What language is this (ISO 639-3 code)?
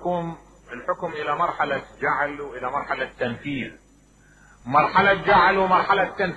acm